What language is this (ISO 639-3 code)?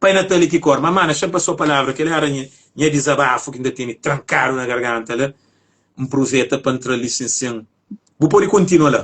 kea